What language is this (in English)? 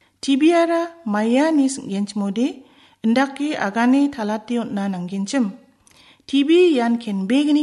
Garo